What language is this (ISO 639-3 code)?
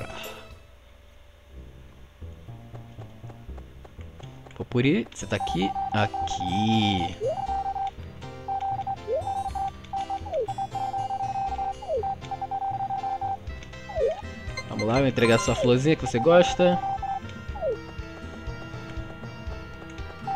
por